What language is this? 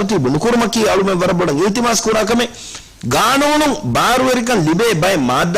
Divehi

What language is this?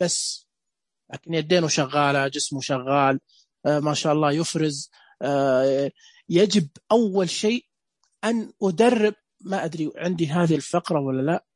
Najdi Arabic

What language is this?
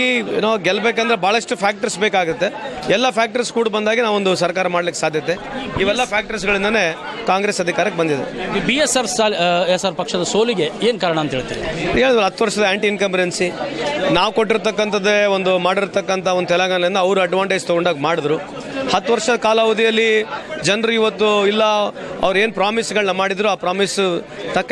Kannada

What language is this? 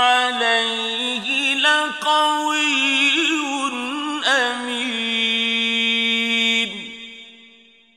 Arabic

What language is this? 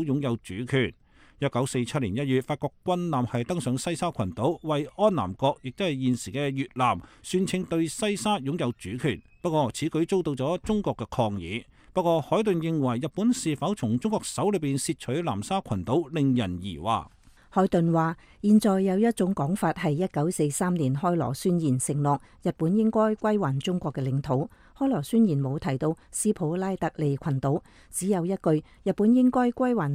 Cantonese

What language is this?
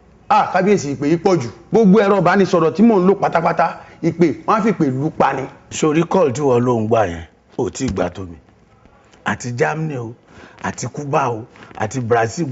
Yoruba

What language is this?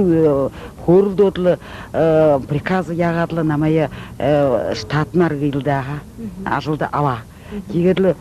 Buriat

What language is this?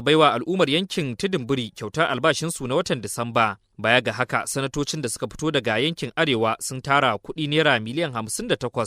Hausa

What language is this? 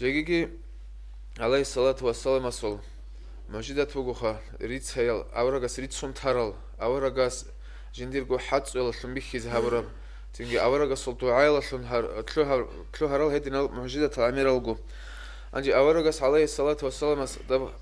Avaric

